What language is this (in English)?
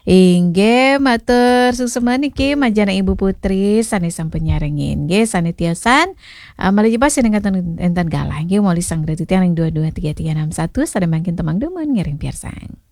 Balinese